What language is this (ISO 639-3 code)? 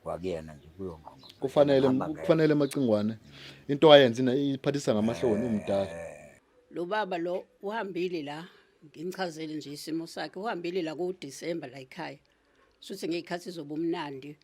zul